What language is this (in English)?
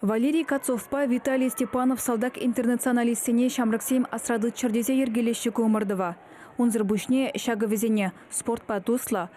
Chuvash